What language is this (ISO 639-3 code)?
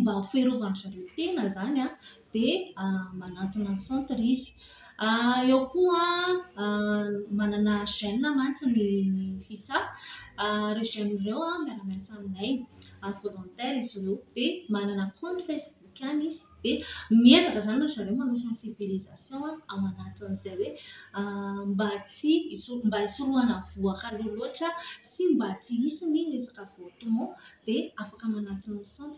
mlg